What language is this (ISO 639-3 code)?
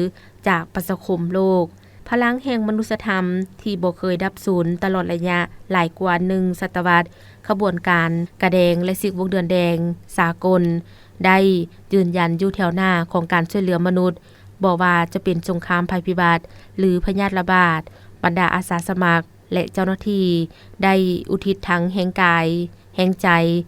lao